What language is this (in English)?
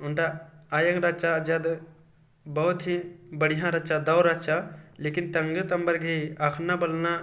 Kurukh